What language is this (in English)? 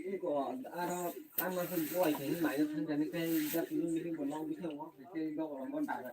Kok Borok